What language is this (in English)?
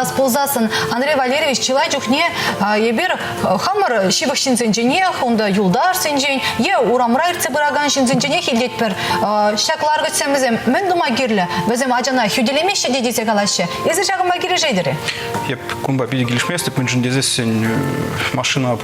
Chuvash